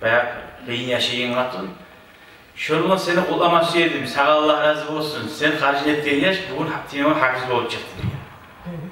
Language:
Kumyk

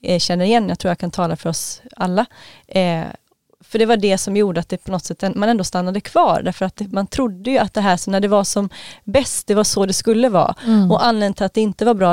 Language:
Swedish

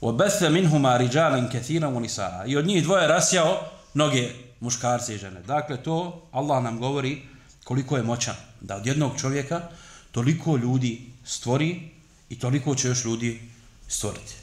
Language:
Bosnian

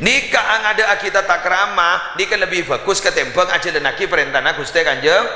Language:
Madurese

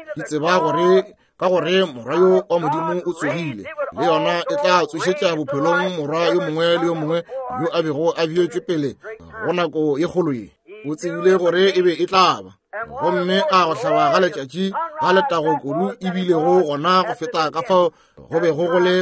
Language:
Northern Sotho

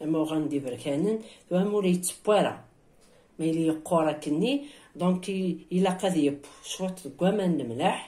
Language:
Kabyle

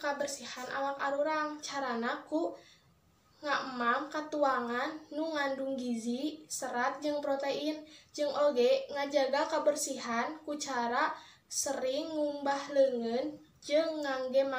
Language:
Sundanese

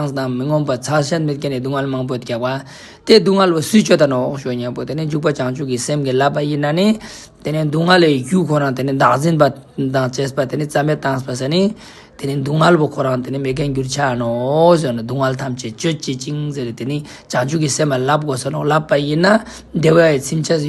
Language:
Ladakhi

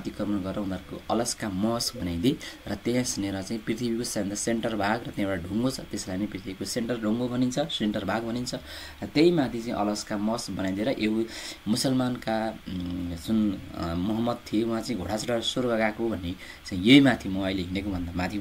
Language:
Nepali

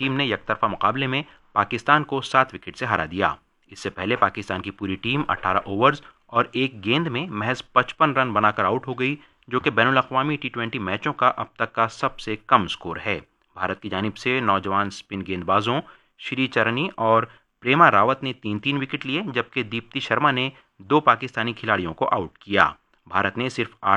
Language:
Urdu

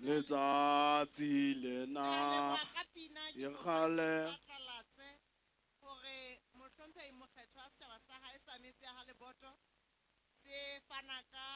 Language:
Southern Sotho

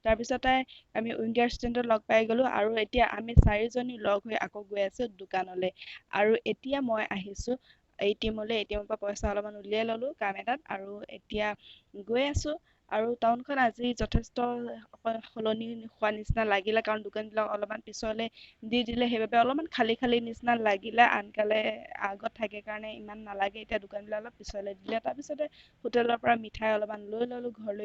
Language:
Assamese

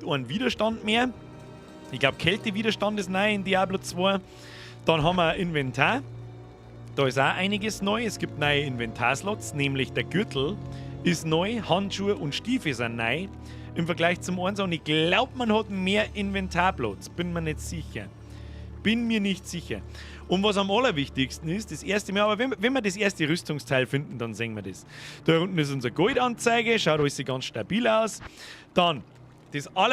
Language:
Bavarian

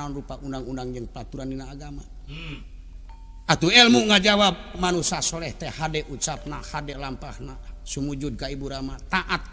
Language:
Sundanese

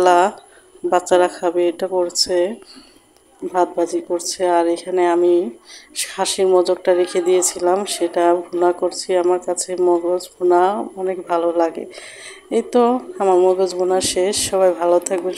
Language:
Bangla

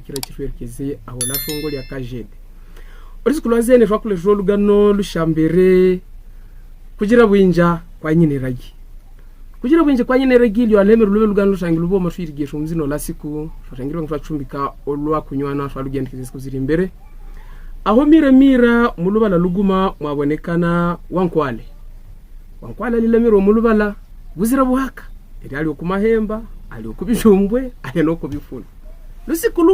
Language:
Havu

